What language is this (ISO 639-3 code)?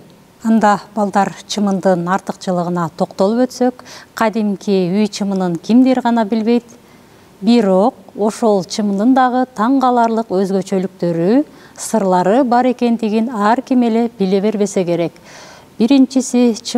kir